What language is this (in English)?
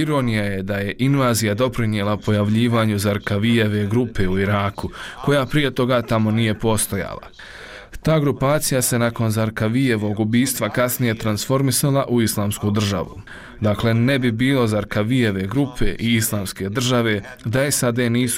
Bosnian